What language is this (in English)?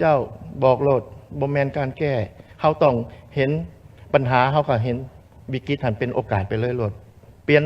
Lao